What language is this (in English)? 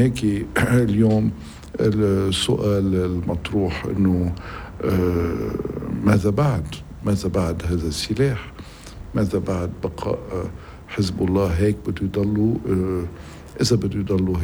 North Levantine Arabic